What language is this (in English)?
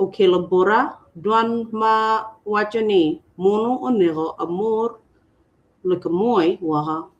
Acoli